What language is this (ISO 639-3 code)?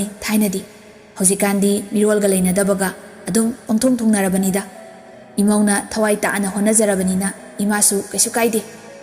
mni